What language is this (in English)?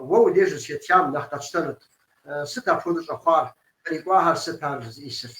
Kabardian